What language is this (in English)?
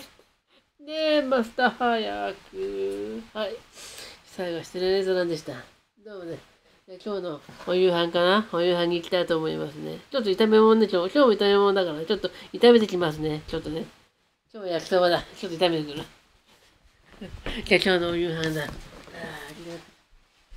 Japanese